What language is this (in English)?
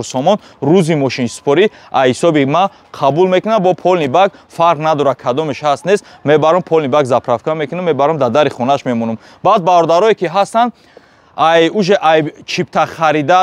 Tajik